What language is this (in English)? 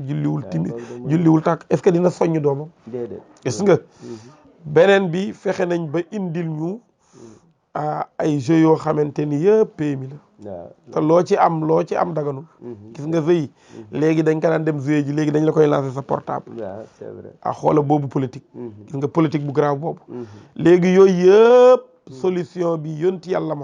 Wolof